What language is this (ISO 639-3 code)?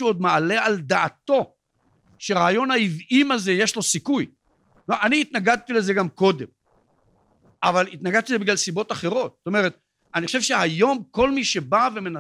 heb